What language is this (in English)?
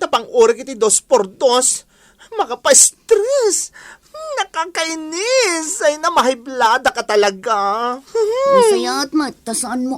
Iloko